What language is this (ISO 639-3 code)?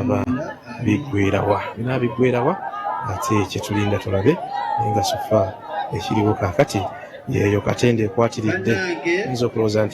lug